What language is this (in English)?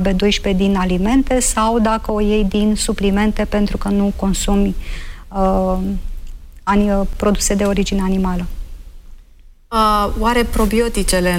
Romanian